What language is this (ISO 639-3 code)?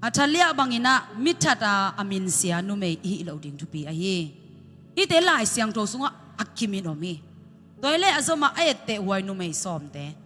ctd